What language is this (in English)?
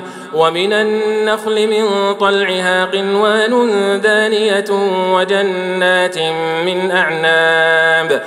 Arabic